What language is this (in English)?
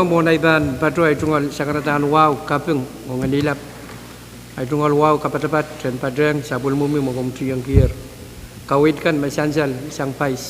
Pohnpeian